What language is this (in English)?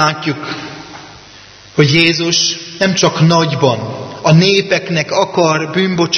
Hungarian